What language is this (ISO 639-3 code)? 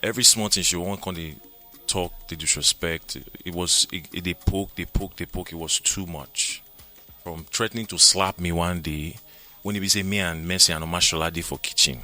pcm